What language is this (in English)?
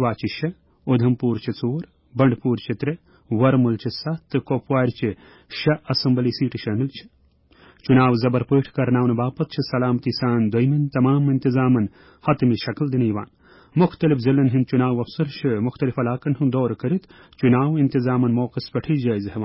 Kashmiri